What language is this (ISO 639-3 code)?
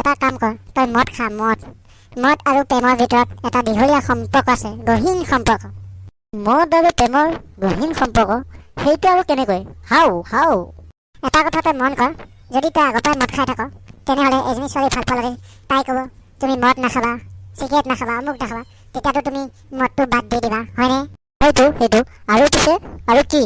asm